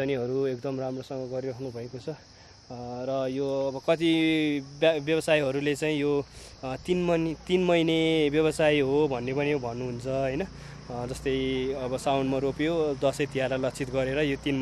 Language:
Nepali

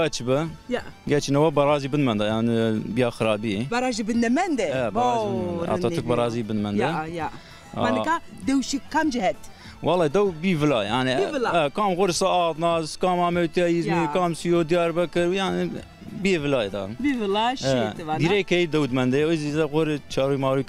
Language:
Zaza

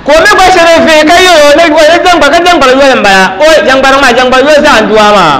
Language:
Dagbani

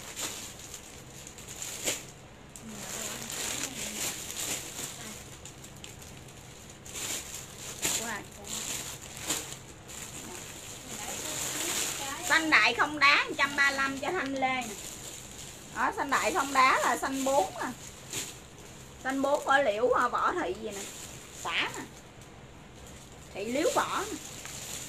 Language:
Vietnamese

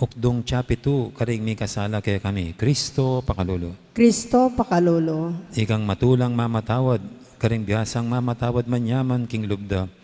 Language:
Pampanga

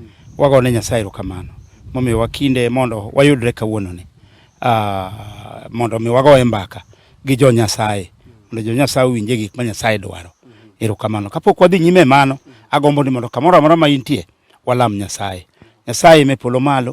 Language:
Luo (Kenya and Tanzania)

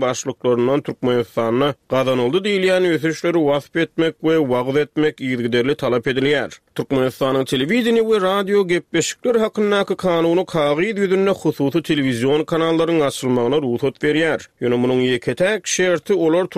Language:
Turkmen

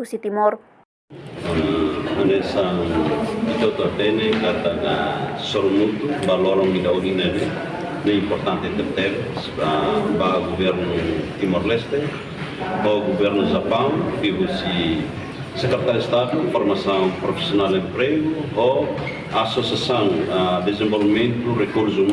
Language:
Tetum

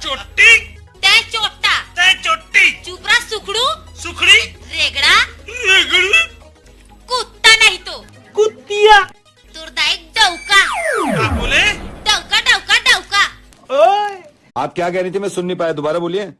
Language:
Chhattisgarhi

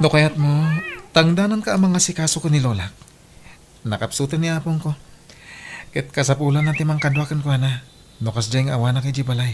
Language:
Iloko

